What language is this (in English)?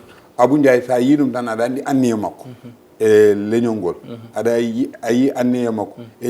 Fula